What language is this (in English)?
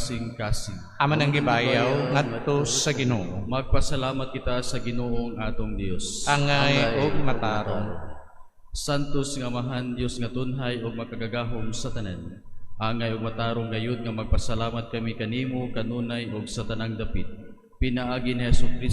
Cebuano